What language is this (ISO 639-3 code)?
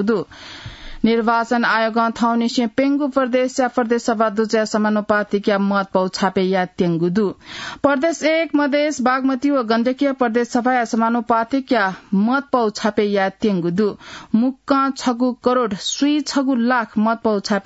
new